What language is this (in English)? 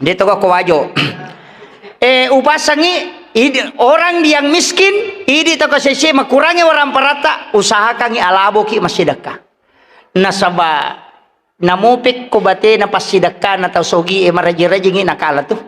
Buginese